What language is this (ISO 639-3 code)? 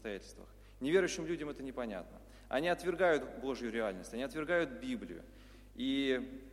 rus